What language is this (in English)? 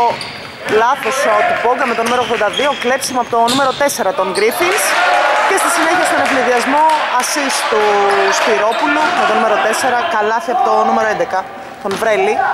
Greek